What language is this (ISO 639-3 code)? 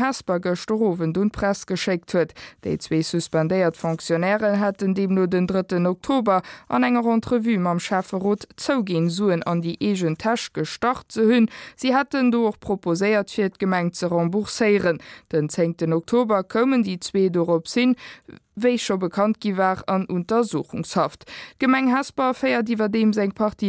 ltz